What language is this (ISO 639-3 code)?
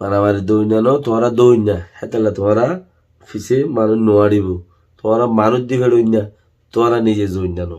rhg